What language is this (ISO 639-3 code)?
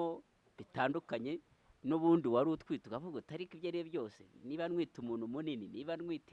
kin